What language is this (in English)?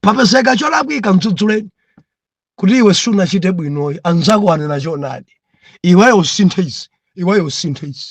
Nyanja